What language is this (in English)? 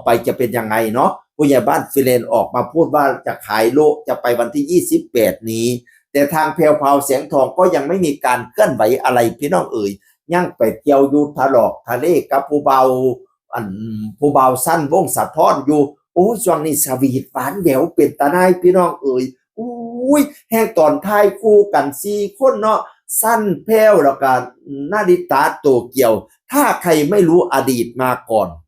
Northeastern Thai